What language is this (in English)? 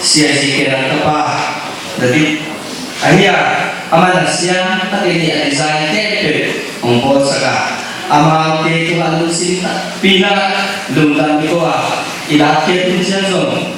Tedim Chin